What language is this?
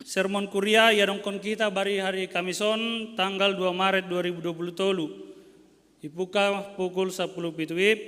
Batak Simalungun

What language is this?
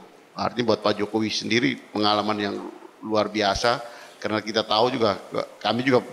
Indonesian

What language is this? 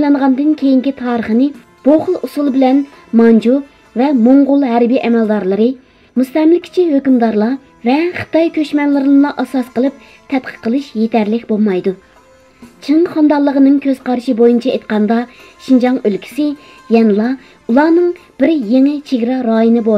Uyghur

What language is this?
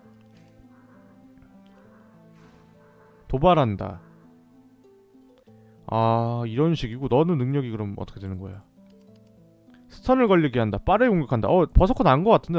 Korean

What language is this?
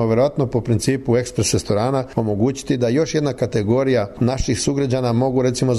Serbian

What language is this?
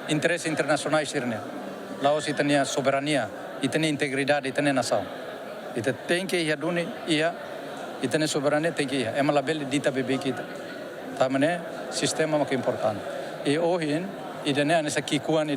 Tetum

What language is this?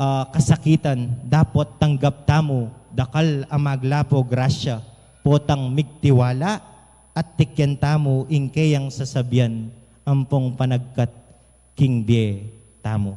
Pampanga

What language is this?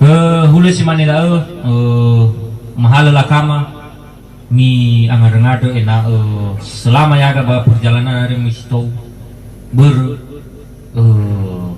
Nias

